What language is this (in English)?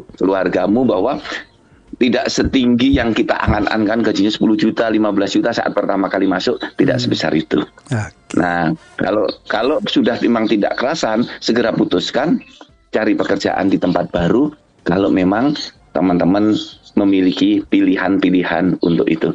Indonesian